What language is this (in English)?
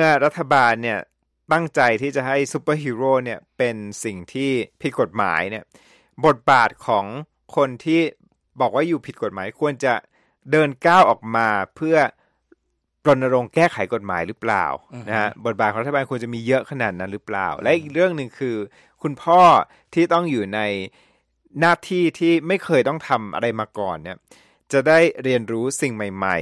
Thai